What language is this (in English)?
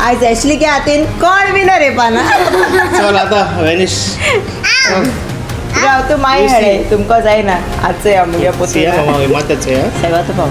Konkani